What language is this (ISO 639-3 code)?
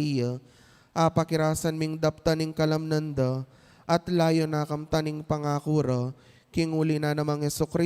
pam